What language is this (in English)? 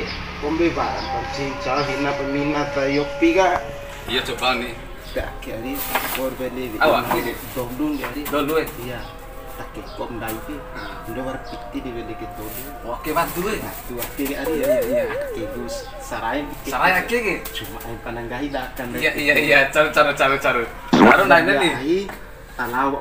Bima